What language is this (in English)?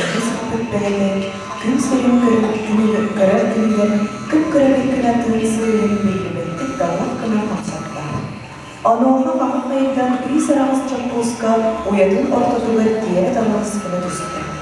Yakut